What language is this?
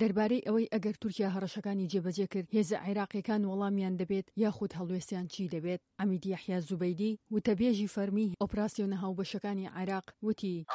Central Kurdish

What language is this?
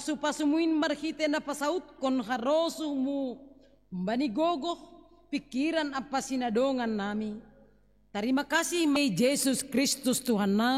Batak Simalungun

